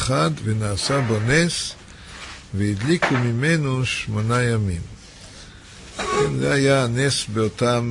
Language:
Hebrew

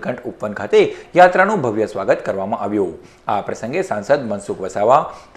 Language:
Gujarati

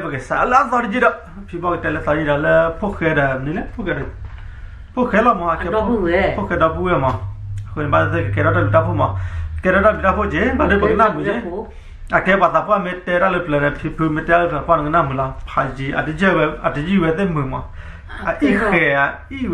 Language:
S'gaw Karen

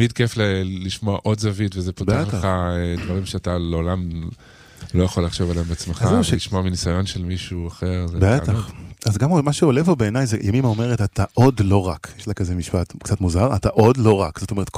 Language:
Hebrew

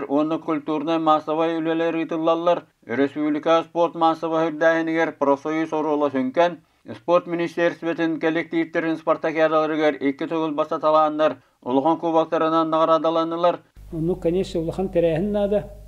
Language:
Yakut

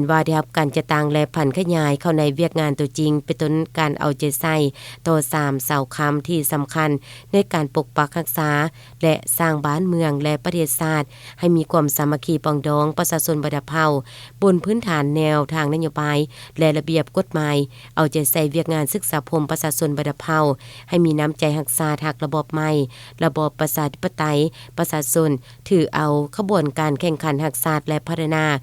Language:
Lao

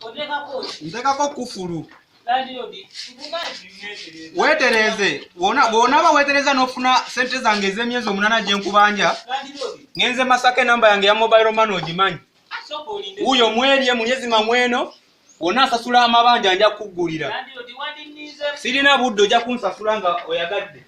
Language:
Ganda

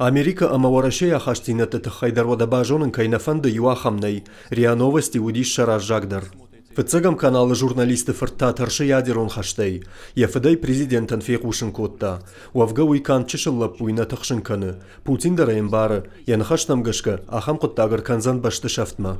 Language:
Ossetic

